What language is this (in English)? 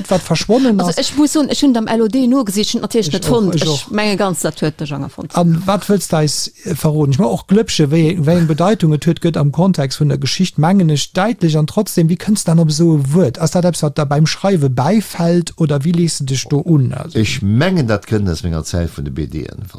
Luxembourgish